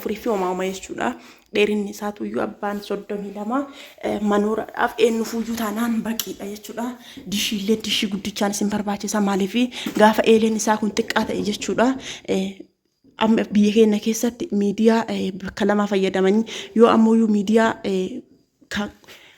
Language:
Oromo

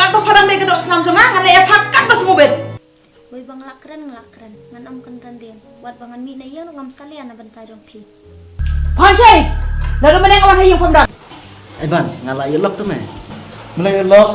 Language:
Khasi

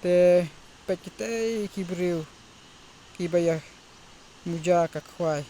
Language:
Khasi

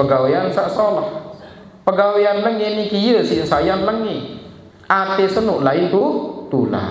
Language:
Sasak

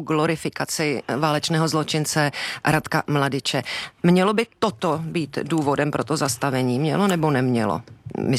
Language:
Czech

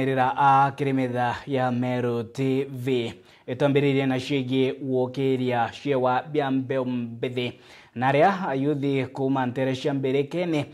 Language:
Meru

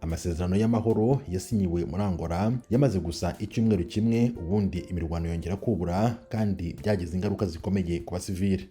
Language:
Kinyarwanda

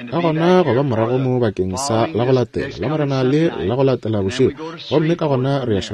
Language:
Northern Sotho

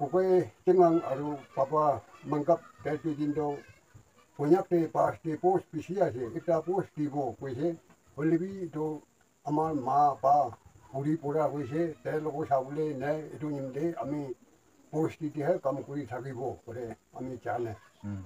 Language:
Naga Pidgin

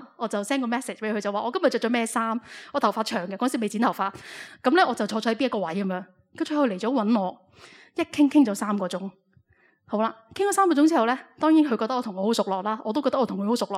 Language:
Cantonese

